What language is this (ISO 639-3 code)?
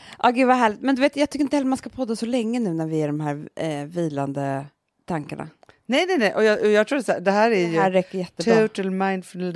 swe